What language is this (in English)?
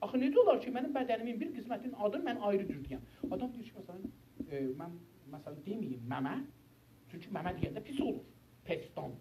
South Azerbaijani